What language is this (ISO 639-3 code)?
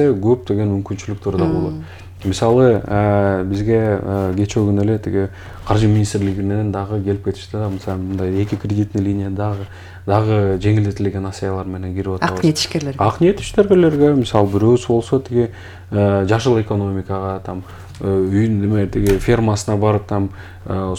kir